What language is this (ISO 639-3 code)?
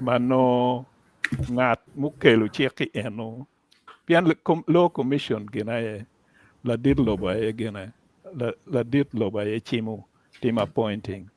ach